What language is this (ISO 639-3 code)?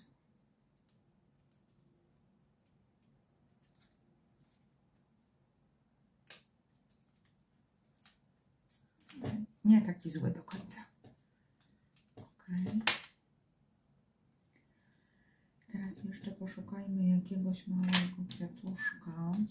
pol